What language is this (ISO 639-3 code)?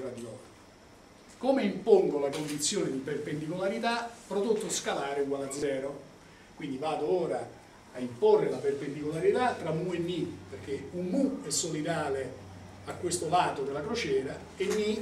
ita